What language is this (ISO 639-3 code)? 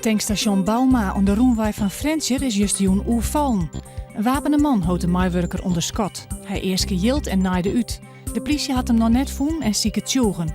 fry